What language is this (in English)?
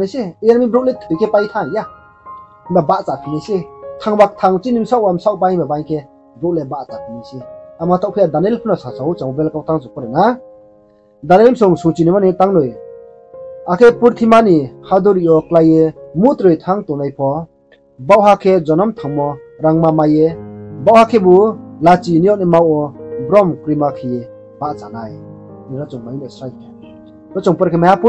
Riang (India)